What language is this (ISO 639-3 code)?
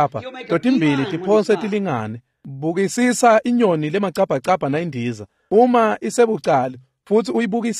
ssw